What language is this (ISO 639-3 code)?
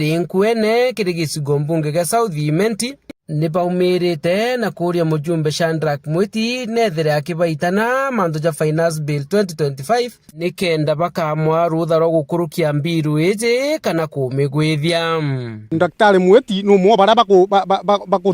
mer